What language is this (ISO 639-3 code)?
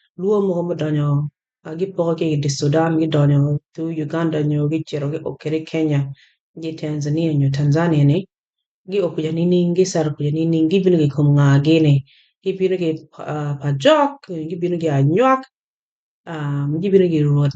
ach